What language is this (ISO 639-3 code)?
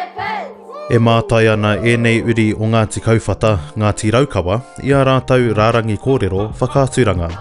mri